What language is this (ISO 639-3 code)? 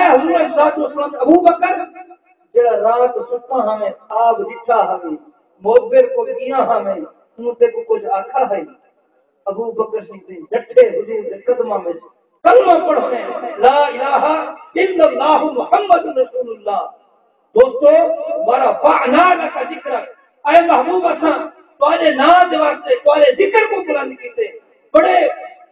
skr